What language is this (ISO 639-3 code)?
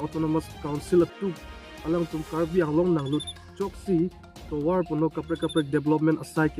mjw